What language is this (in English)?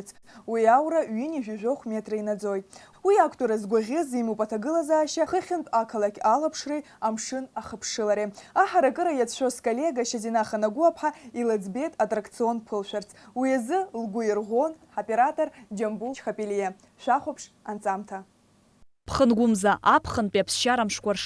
Abkhazian